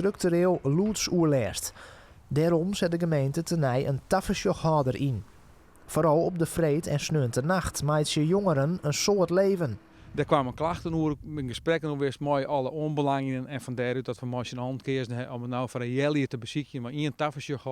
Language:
Western Frisian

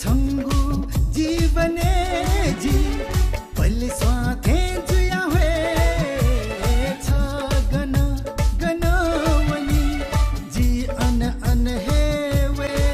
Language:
Newari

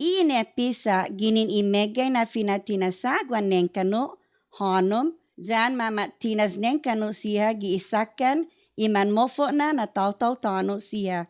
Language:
Chamorro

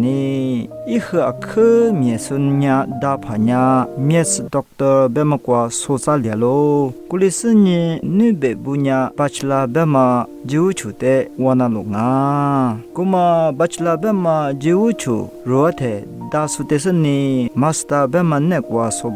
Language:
Lisu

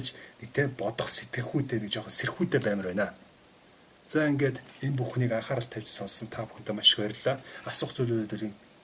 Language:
Mongolian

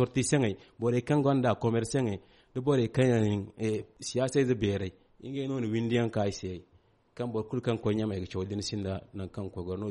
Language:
Zarma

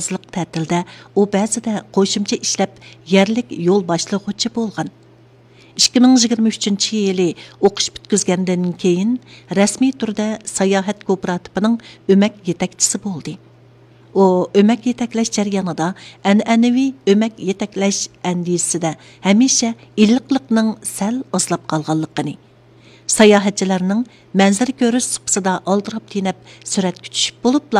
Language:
Uyghur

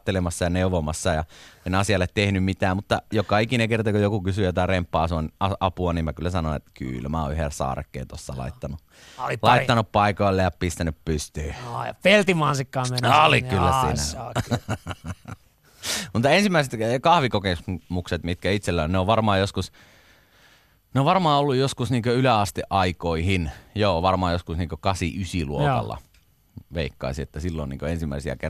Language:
Finnish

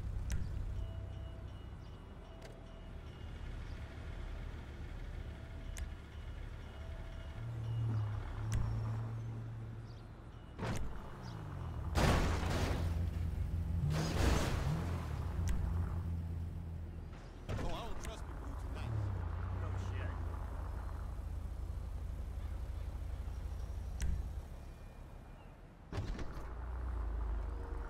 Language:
English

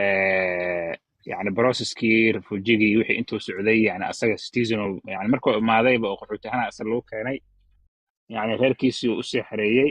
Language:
Somali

